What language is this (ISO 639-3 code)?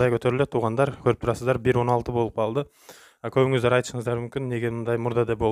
kir